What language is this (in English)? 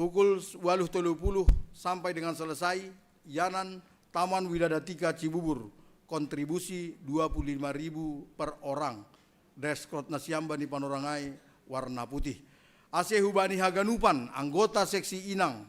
Batak Simalungun